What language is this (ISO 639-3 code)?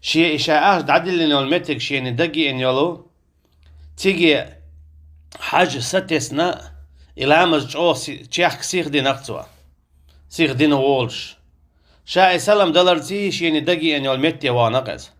che